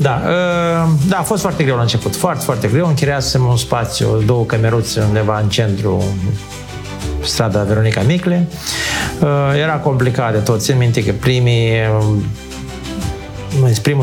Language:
Romanian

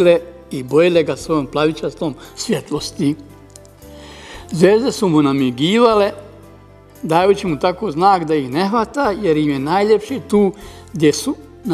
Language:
Bosnian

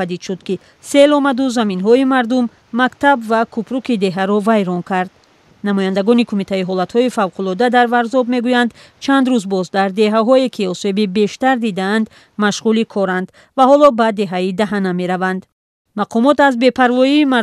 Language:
Tajik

